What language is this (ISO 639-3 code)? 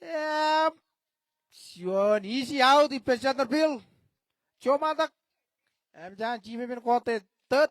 mah